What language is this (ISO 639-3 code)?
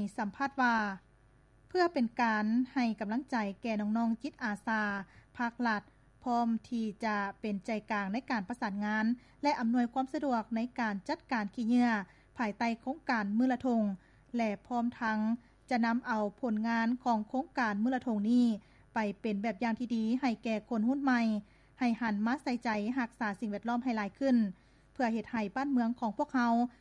lao